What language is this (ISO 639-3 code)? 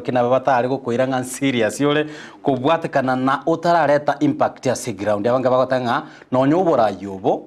guz